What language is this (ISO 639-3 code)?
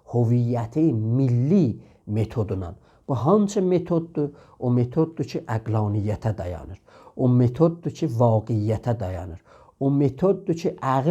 azb